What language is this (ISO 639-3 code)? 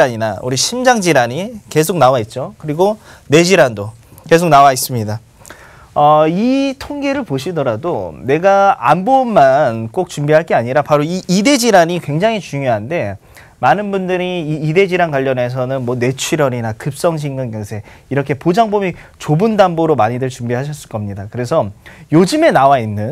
kor